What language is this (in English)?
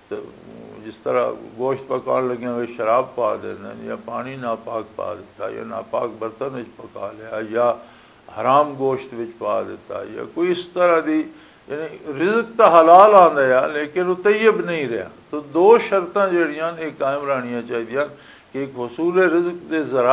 Western Panjabi